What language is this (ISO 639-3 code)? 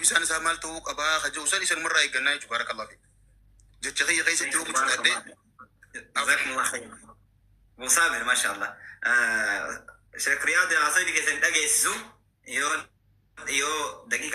orm